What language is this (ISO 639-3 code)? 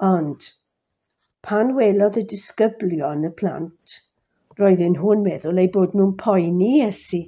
cym